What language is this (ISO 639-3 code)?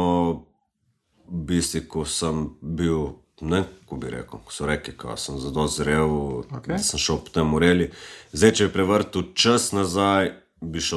slv